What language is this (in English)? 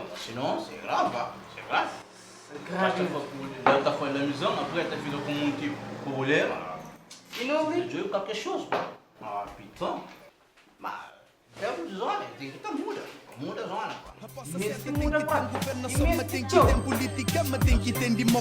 Kabuverdianu